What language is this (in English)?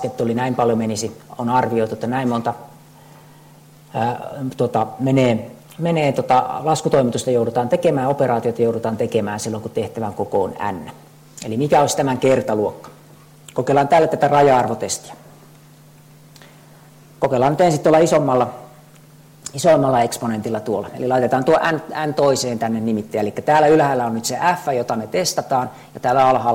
Finnish